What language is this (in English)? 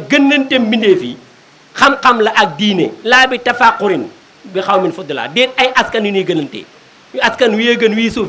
Wolof